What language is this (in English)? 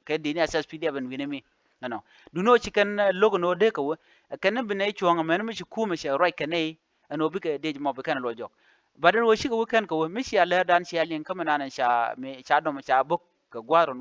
Nuer